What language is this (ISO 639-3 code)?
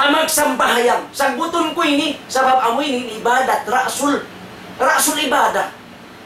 tsg